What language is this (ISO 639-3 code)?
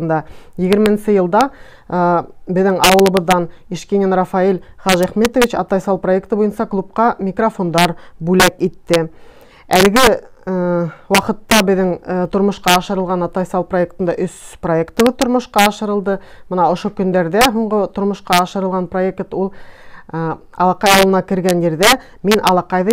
bak